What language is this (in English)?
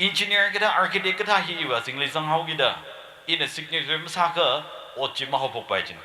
Tangkhul Naga (India)